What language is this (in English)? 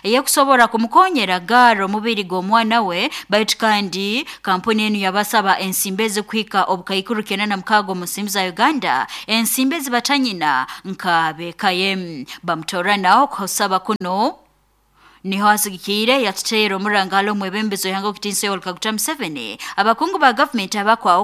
Nyankole